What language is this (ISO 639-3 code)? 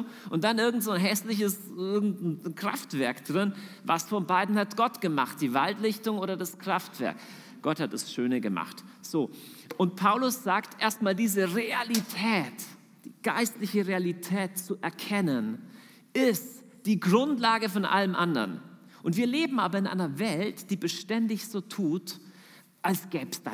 deu